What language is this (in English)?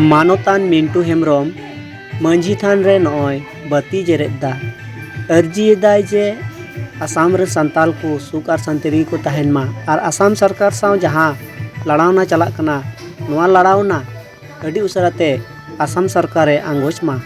Santali